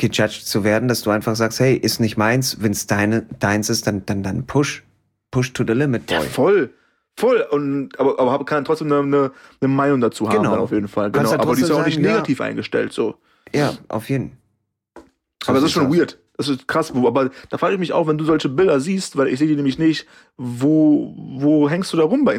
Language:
German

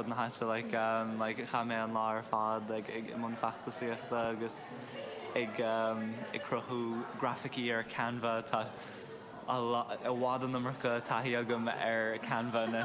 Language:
Irish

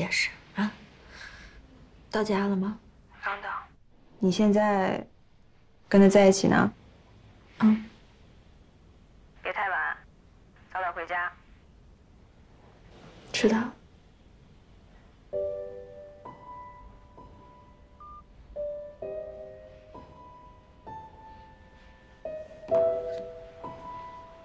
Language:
Chinese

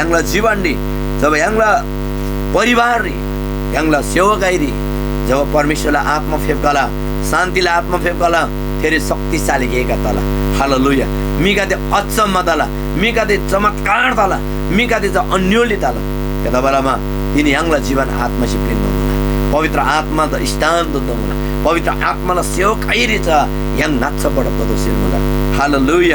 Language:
Eastern Tamang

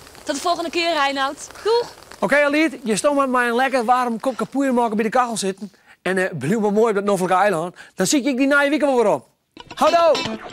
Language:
Western Frisian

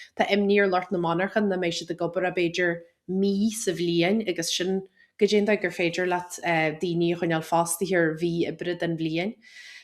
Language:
Irish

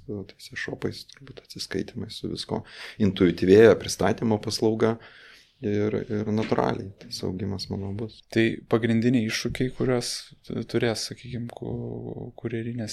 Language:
Lithuanian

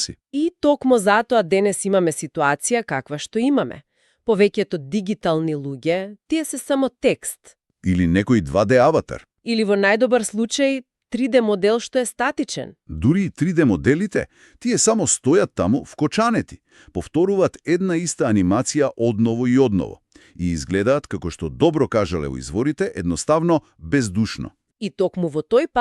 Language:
Macedonian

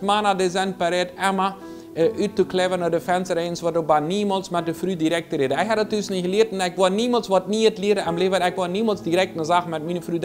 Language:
Plautdietsch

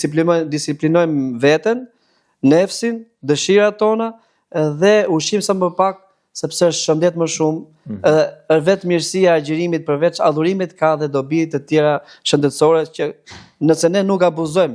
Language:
Albanian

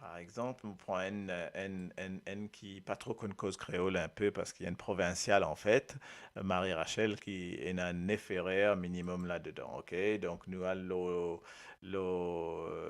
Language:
Morisyen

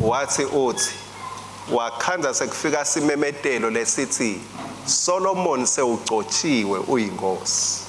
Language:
Swati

